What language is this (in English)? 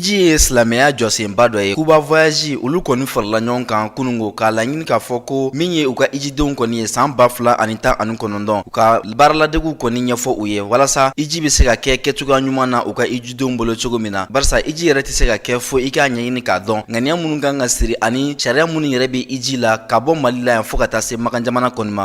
Bambara